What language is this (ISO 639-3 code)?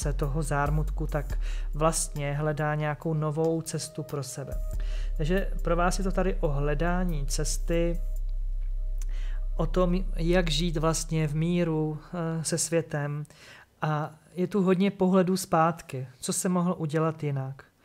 ces